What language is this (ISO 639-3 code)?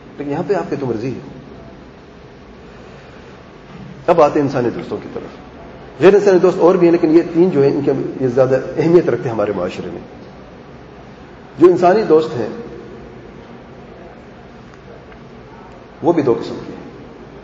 urd